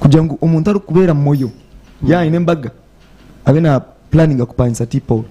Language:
Nyankole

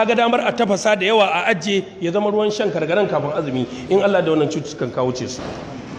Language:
Hausa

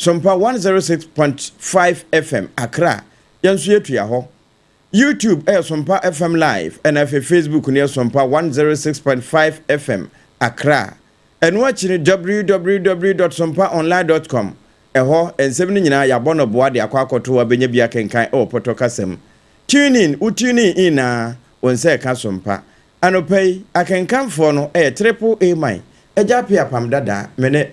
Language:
Akan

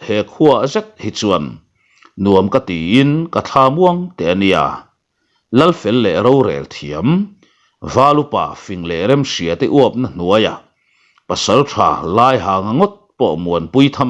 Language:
Mizo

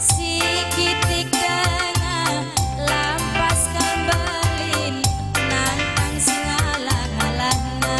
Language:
Batak Karo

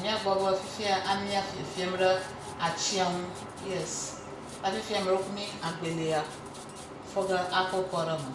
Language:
Ewe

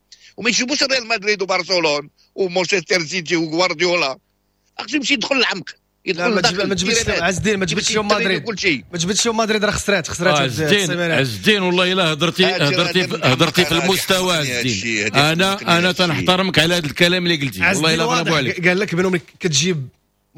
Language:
Moroccan Arabic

